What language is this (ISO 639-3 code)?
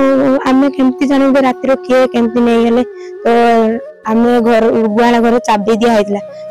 ori